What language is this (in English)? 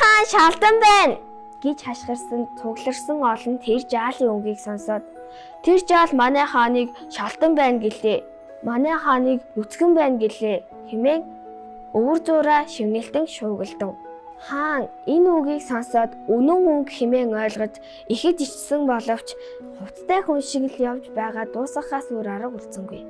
Mongolian